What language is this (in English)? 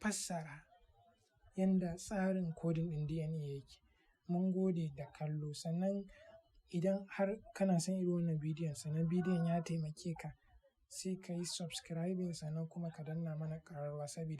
Hausa